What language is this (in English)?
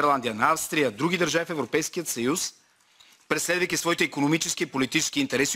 Bulgarian